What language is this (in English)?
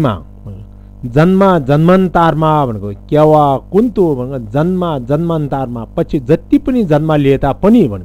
Nepali